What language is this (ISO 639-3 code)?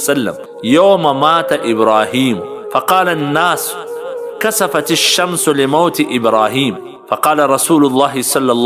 pus